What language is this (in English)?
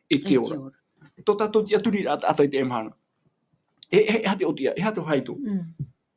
Tahitian